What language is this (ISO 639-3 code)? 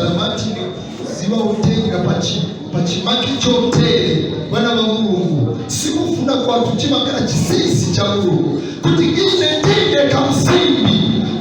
nya